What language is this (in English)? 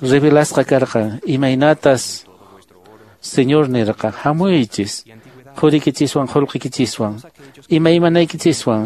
Quechua